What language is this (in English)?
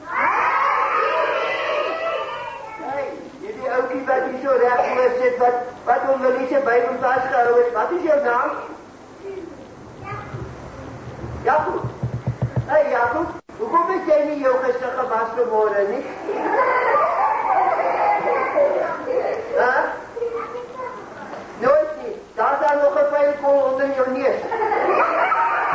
Afrikaans